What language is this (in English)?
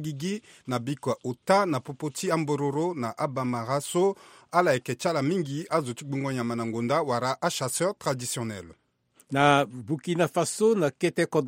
Sango